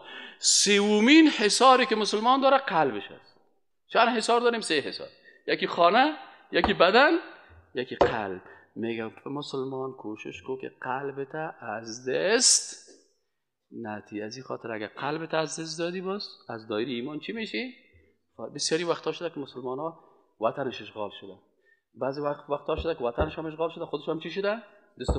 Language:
Persian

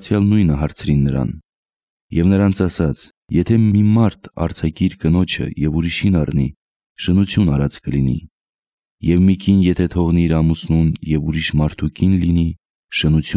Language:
Armenian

